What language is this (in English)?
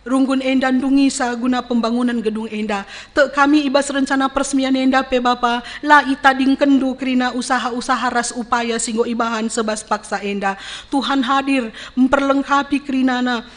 Batak Karo